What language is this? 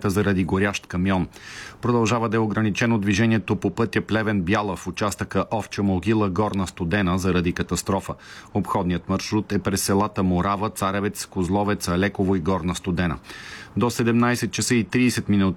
Bulgarian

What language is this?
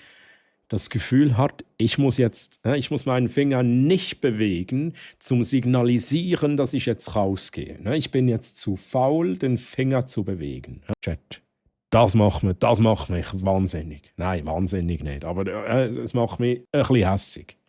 Swiss German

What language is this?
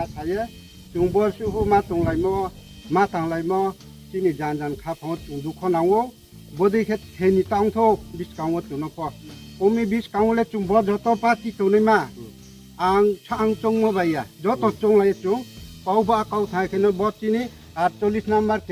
Riang (India)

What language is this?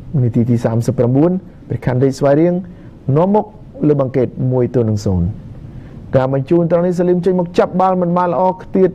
Khmer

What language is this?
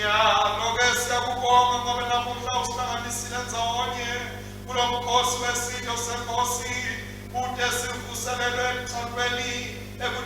Swati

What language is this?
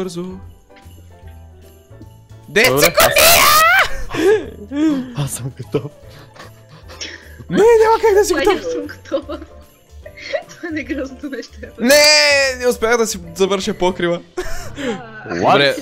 Bulgarian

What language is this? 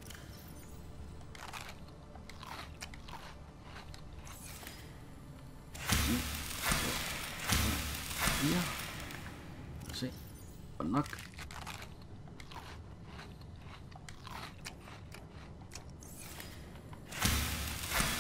Danish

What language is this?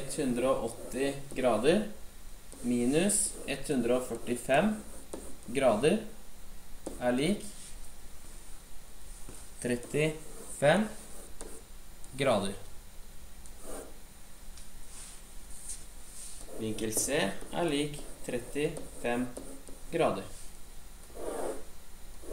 Norwegian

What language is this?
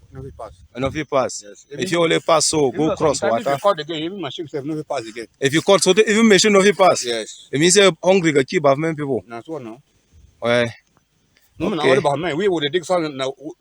Cameroon Pidgin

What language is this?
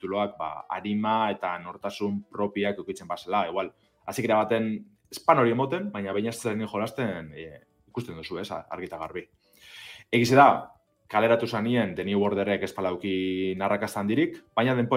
Basque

